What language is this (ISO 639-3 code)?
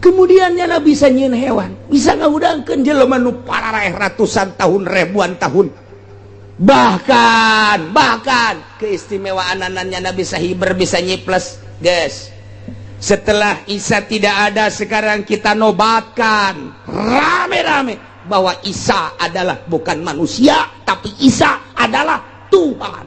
sun